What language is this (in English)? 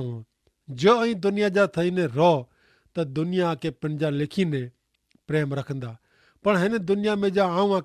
Kachhi